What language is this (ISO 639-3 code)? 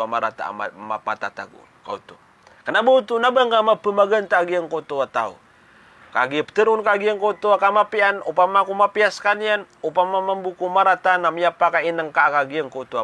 mrw